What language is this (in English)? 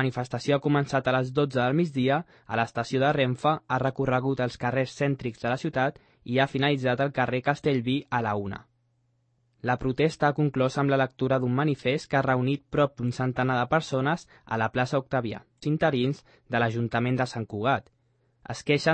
Catalan